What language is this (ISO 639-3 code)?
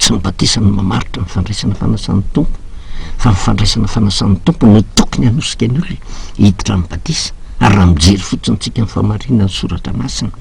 mlg